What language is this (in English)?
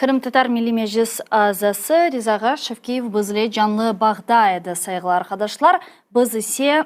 Crimean Tatar